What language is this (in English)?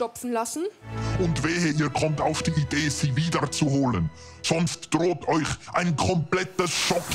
Swiss German